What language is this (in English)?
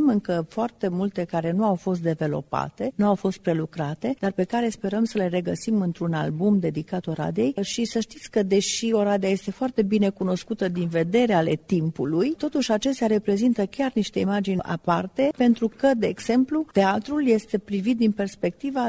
Romanian